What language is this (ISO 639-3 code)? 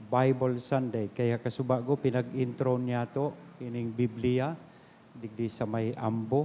bik